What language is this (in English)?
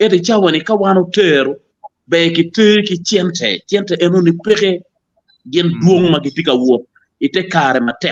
Acoli